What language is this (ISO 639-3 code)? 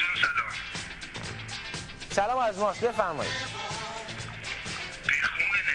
fas